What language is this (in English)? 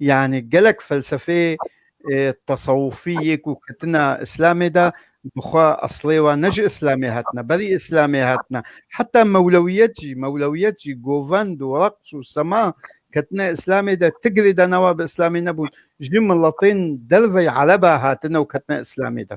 Kurdish